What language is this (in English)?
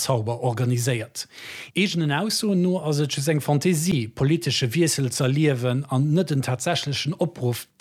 Luxembourgish